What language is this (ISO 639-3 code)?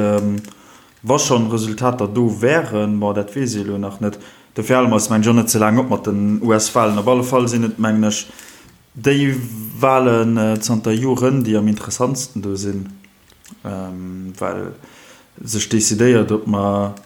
ltz